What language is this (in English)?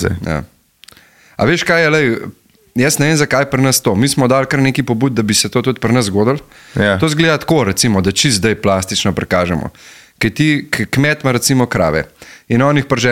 Slovenian